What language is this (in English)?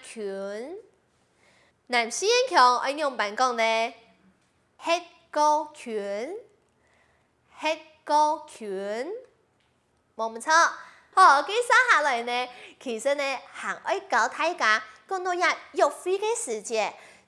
Hakka Chinese